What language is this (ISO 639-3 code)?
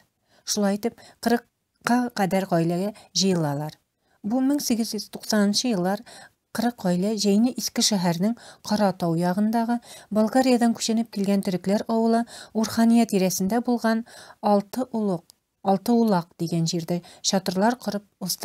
tat